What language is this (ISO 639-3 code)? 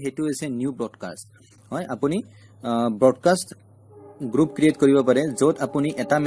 asm